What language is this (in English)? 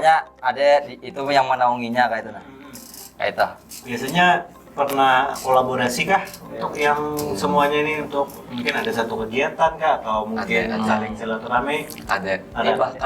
Banjar